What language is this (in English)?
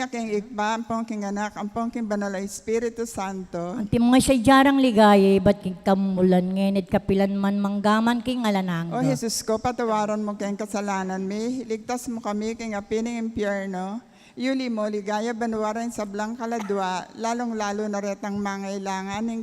Pampanga